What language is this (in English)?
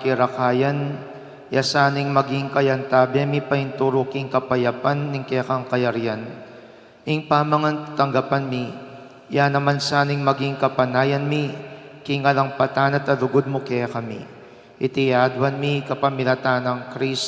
Pampanga